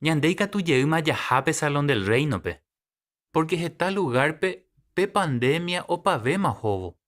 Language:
Guarani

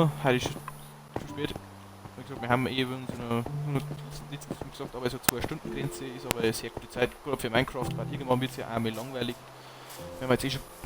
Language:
Bavarian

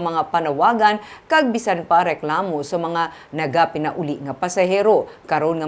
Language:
Hiligaynon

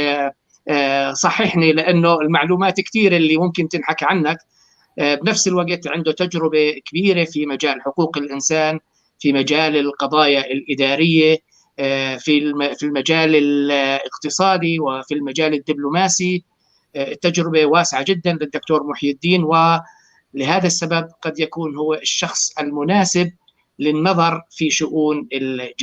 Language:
North Levantine Arabic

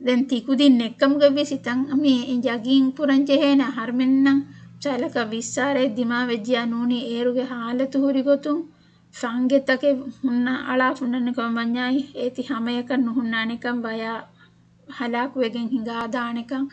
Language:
Divehi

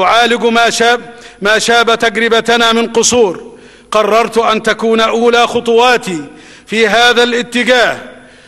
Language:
Arabic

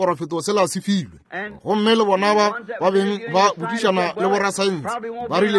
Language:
Northern Sotho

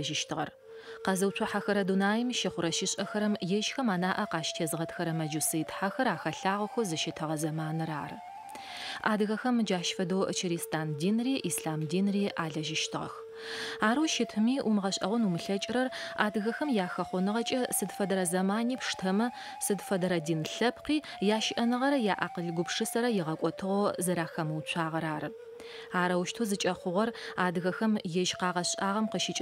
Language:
Adyghe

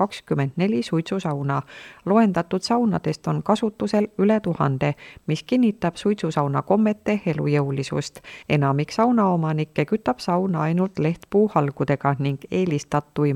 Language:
Estonian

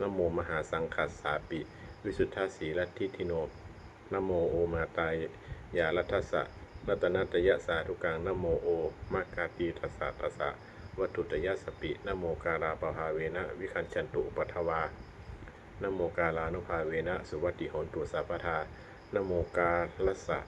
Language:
Pali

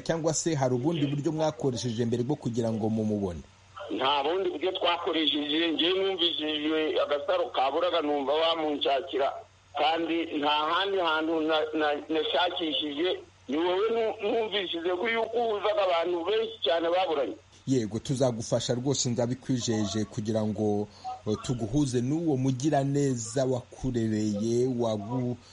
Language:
Kinyarwanda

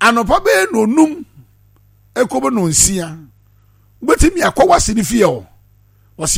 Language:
Akan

